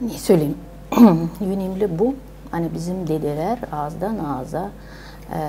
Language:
Gagauz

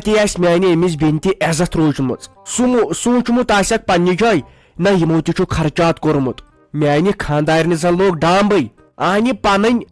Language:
Kashmiri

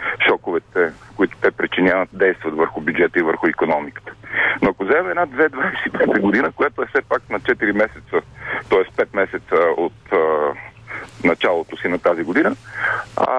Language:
Bulgarian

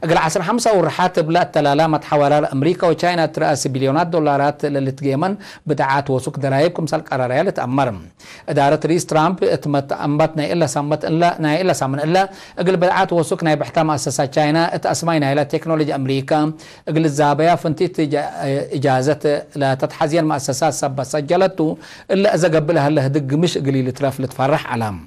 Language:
Tigre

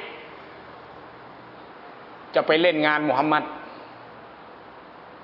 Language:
Thai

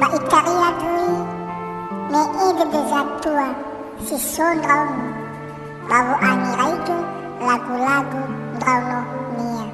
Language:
Nias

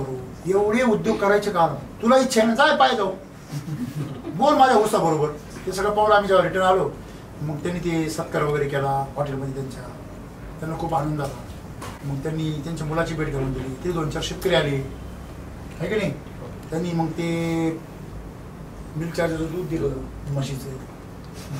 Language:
Marathi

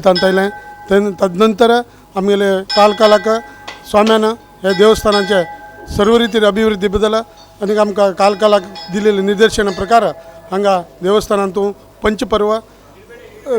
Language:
Konkani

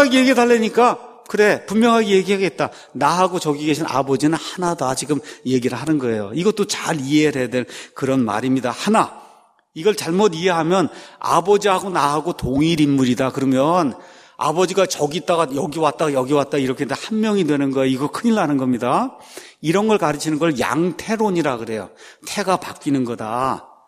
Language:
Korean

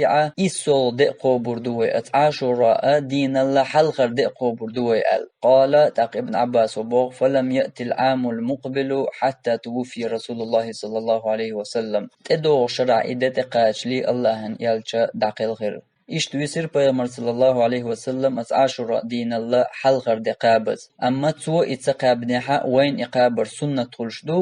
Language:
Chechen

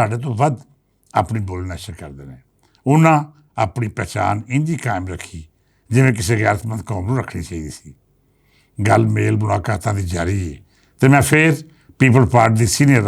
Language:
Western Panjabi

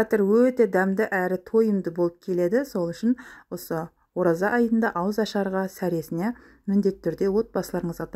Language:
Kazakh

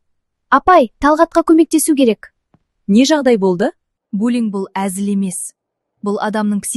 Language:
Kazakh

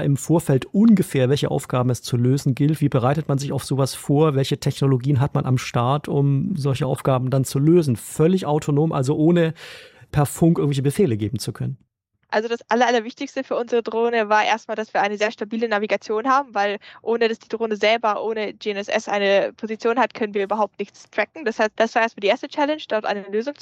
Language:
German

